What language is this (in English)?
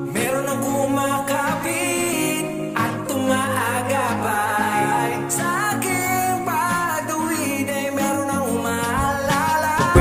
Filipino